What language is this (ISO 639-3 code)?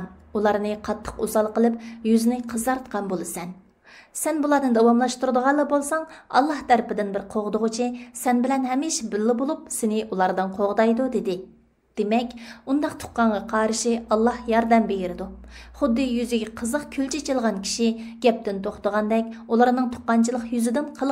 uig